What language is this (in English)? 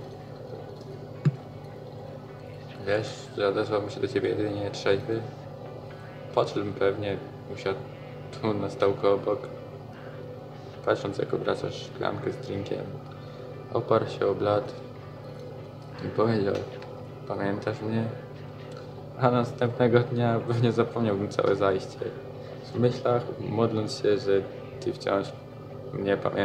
Polish